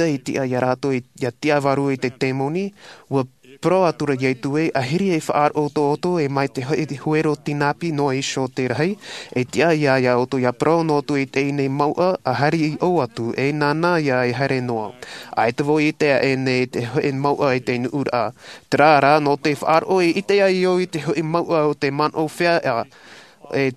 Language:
Tahitian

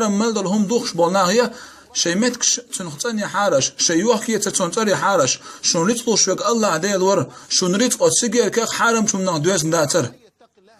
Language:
Chechen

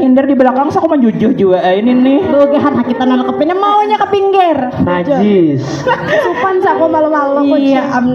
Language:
Banjar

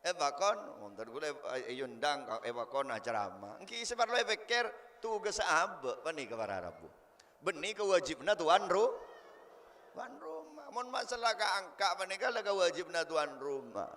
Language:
Madurese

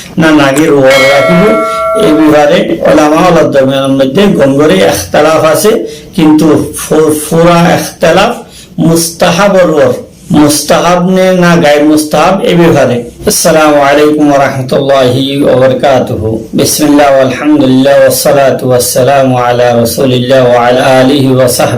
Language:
Rohingya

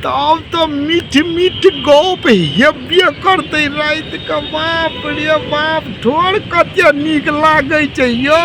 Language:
Maithili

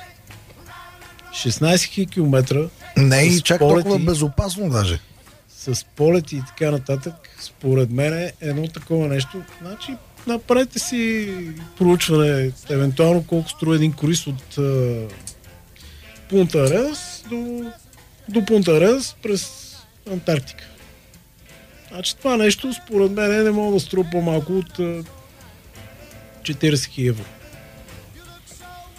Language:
Bulgarian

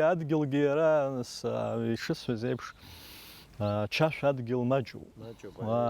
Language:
Abkhazian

